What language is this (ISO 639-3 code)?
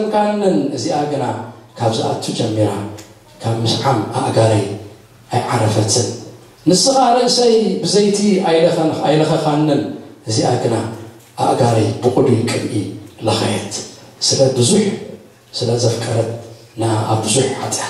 tir